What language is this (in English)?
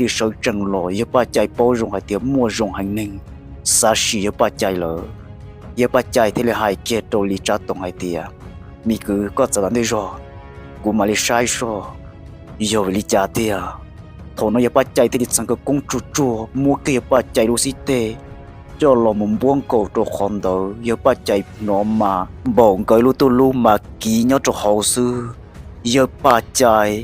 Hmong